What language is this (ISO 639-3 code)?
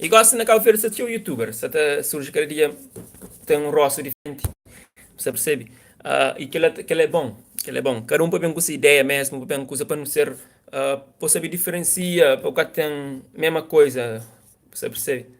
kea